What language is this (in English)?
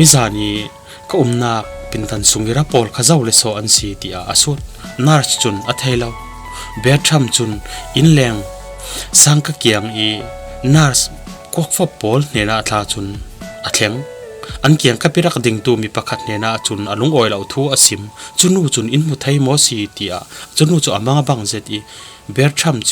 Falam Chin